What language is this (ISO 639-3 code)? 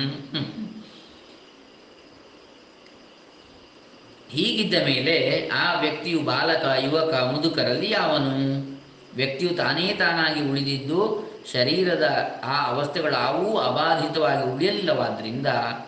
kan